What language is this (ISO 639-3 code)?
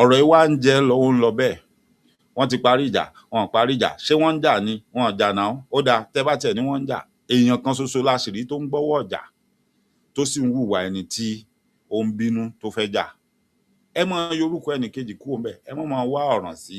yor